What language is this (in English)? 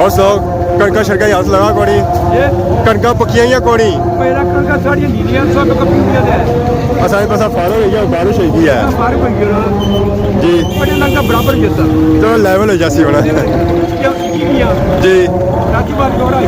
Pahari-Potwari